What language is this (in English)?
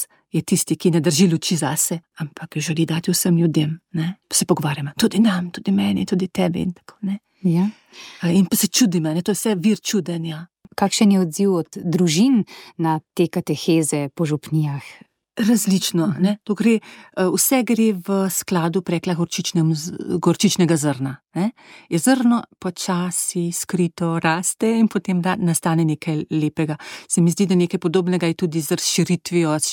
Slovenian